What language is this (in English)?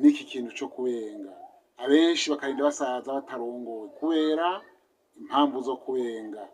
Rundi